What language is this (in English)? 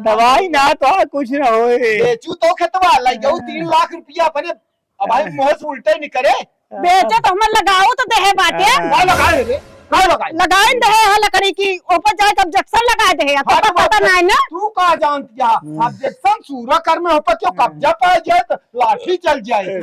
Awadhi